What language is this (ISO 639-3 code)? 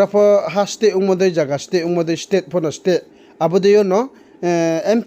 ria